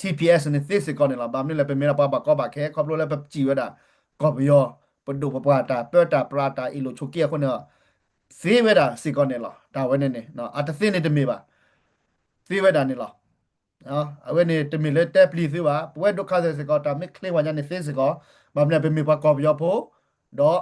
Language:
S'gaw Karen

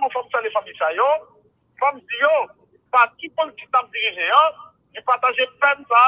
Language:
Haitian Creole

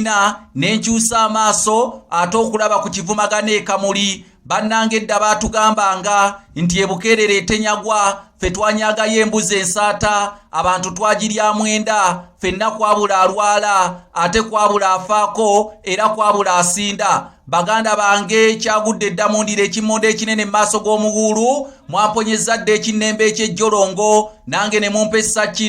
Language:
Ganda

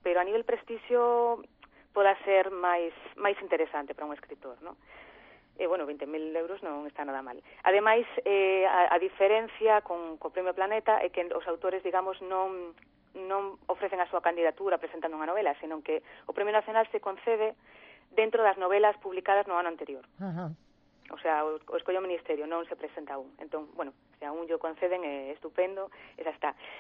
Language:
Galician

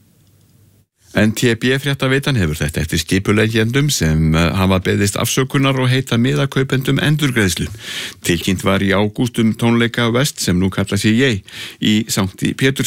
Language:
Icelandic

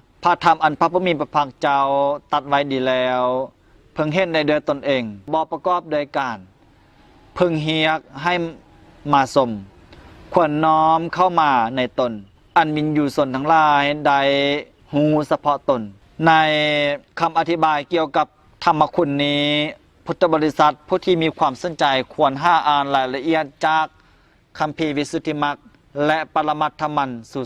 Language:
Lao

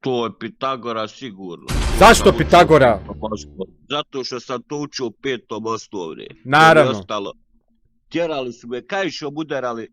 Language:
Bosnian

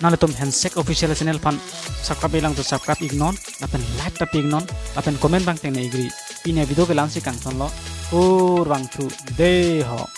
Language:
Karbi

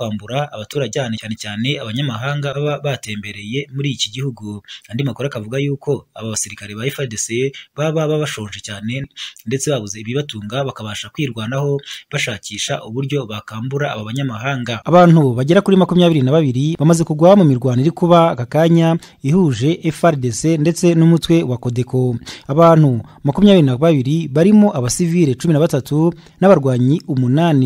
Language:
Kinyarwanda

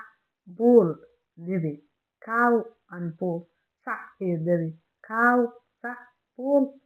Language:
Somali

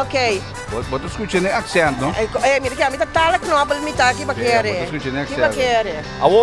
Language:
Papiamento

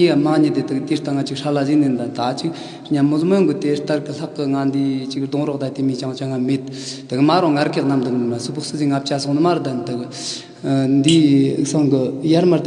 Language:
Tibetan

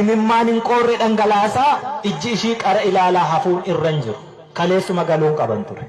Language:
Oromo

